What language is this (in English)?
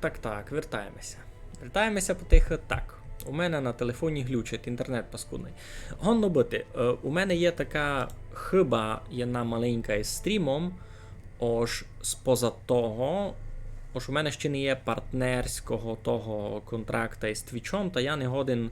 Rusyn